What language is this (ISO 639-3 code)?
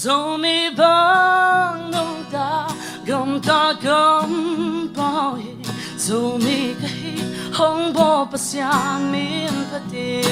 ctd